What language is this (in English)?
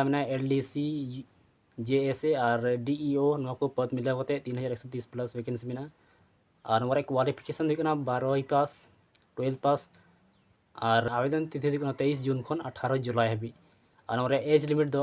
Santali